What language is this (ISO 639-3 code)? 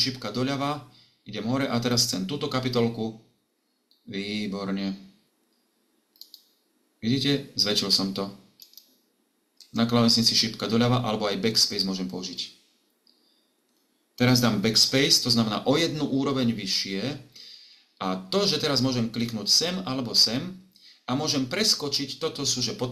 slk